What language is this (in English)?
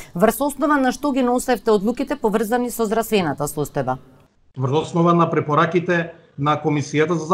Macedonian